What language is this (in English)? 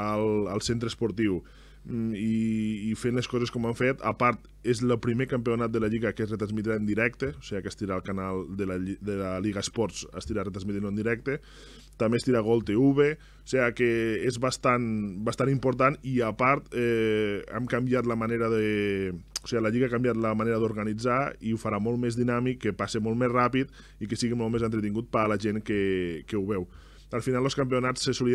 Catalan